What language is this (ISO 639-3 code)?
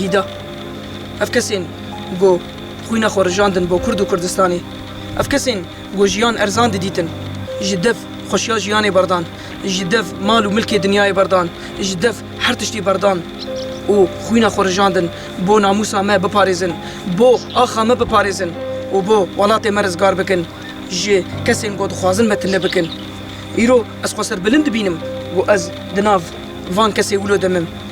kur